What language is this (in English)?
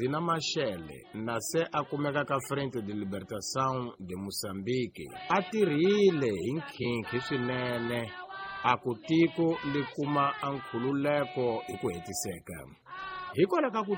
Tsonga